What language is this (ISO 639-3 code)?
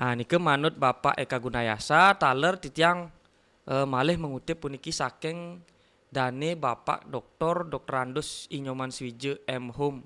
ban